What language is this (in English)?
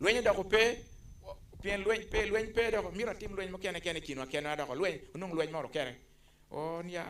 Acoli